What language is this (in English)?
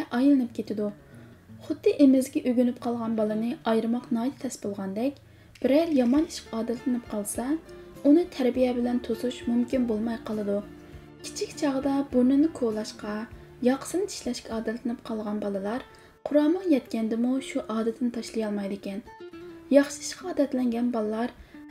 Uyghur